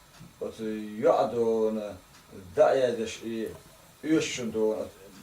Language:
Chechen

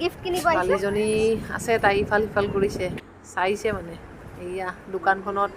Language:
Assamese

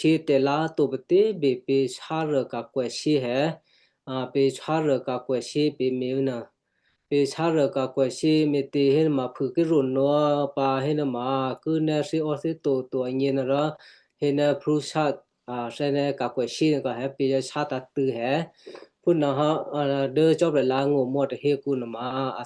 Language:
Western Kayah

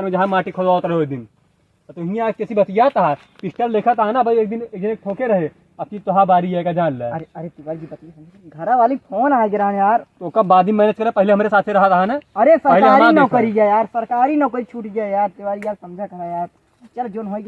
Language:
Awadhi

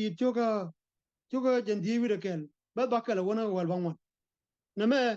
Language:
Nuer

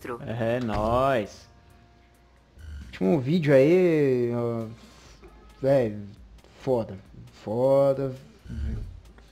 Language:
Portuguese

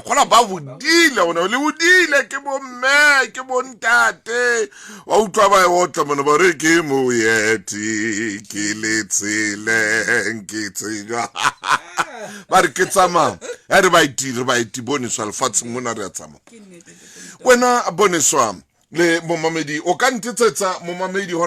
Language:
Southern Sotho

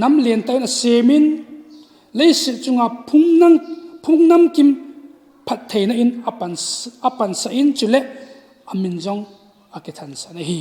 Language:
Thado Chin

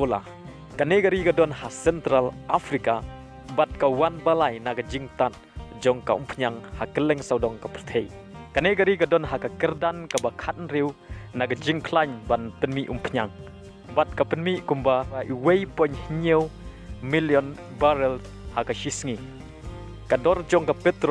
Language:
Khasi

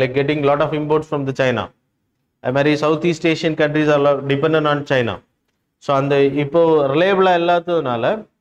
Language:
Tamil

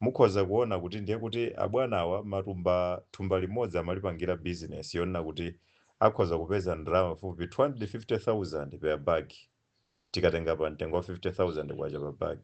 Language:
Nyanja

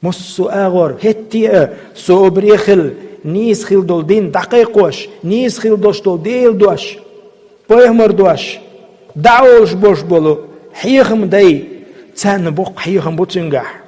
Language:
Chechen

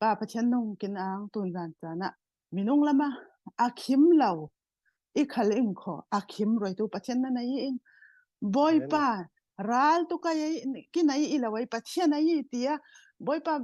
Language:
Falam Chin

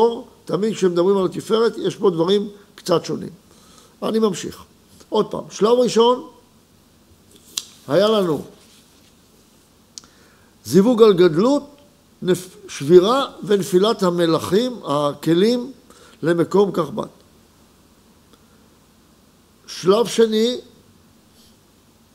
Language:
Hebrew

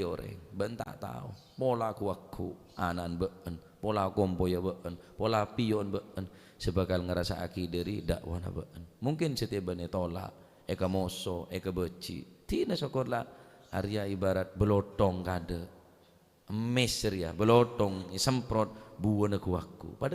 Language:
Madurese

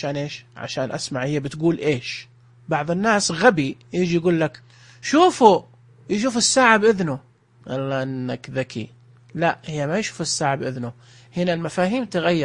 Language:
Najdi Arabic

